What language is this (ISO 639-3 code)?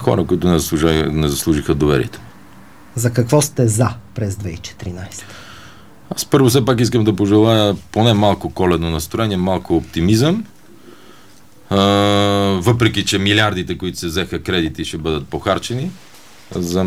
bul